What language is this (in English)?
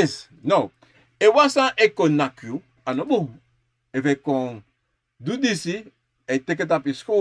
Sranan Tongo